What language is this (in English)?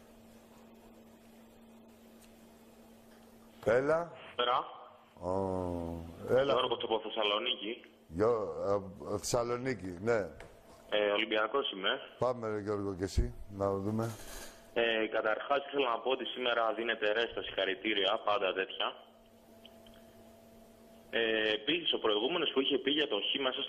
Greek